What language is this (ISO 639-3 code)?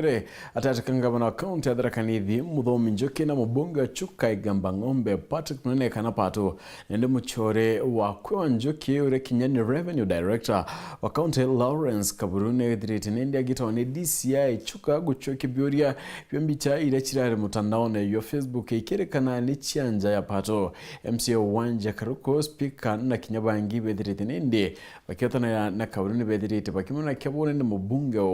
mer